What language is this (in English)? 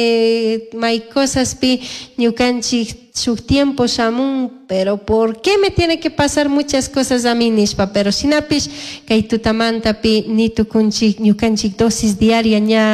Chimborazo Highland Quichua